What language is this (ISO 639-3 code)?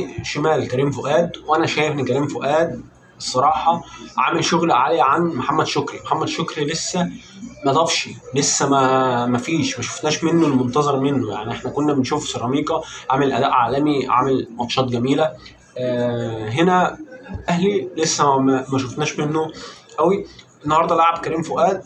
arz